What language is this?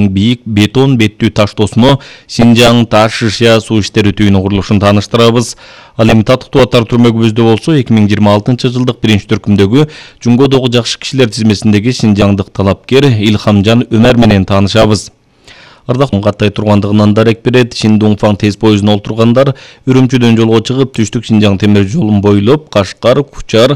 Kyrgyz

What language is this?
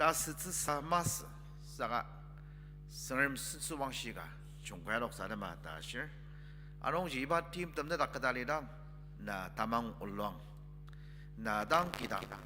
Ao Naga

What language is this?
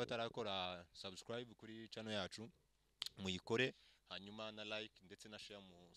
Kinyarwanda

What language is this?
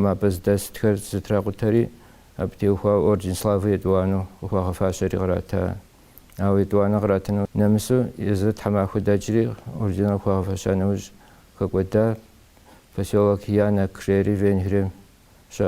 Kabardian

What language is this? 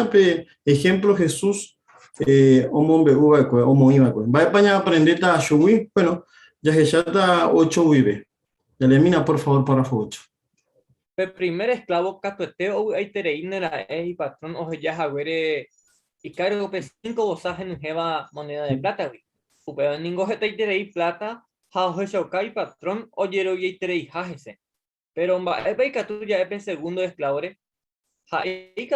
Guarani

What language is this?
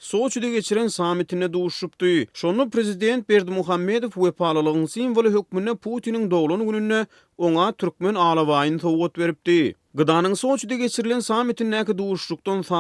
Turkmen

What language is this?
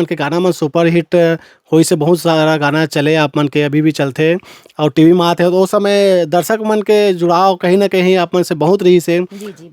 Chhattisgarhi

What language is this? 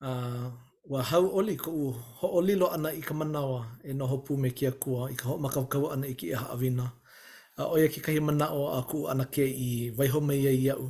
Hawaiian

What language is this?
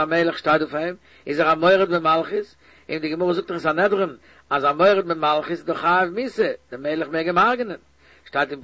Yiddish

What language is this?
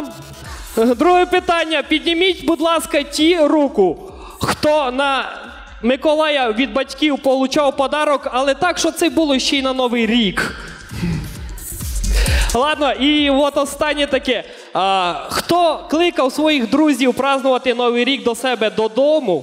Ukrainian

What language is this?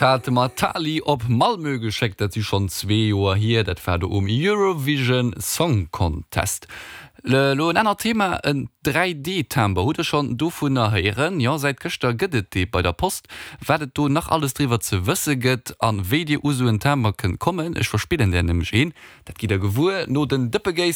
Luxembourgish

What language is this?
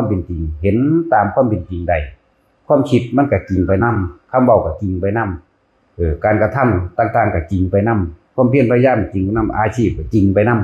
Northeastern Thai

